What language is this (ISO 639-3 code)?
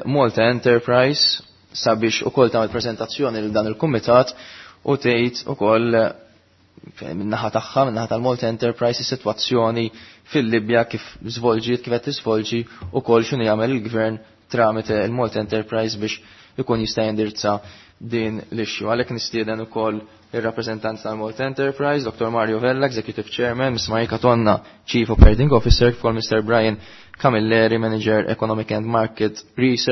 mlt